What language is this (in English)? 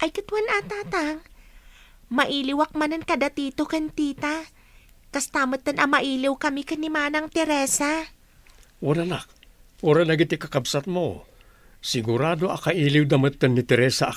Iloko